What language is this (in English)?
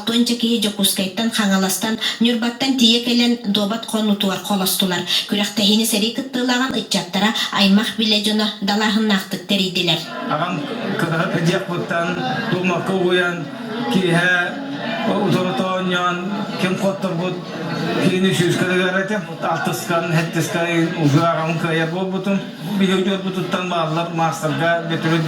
Yakut